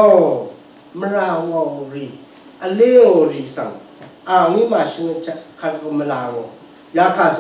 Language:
Rawang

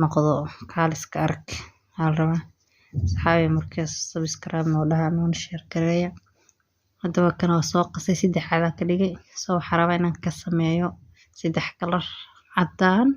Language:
Somali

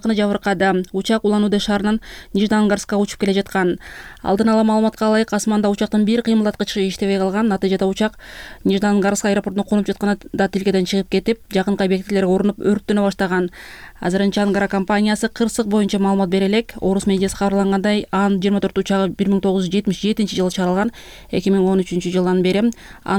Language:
Kyrgyz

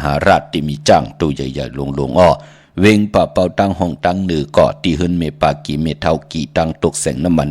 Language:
Shan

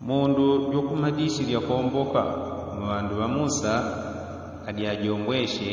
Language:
Yao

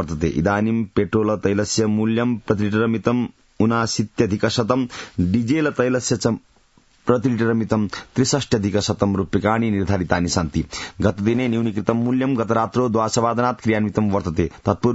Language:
Sanskrit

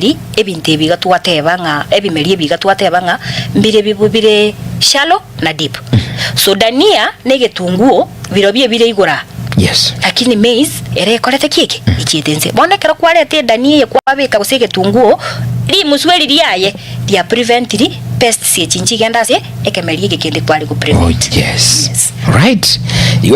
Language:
Gusii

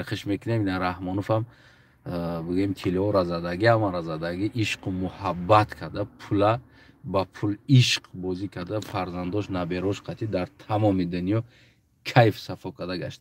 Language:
Tajik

